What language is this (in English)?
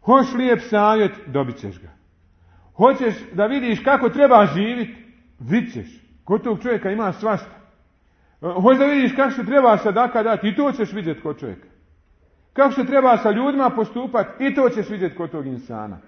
Bosnian